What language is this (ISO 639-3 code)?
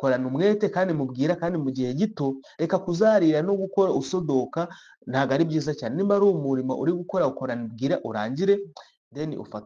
kin